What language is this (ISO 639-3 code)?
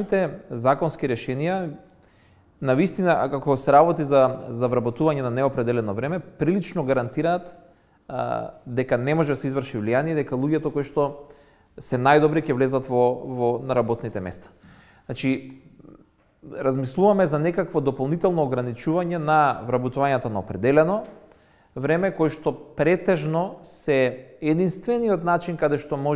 mkd